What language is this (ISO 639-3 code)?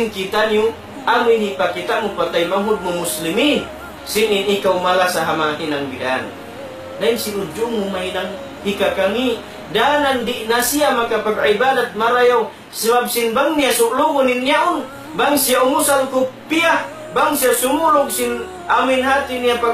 tsg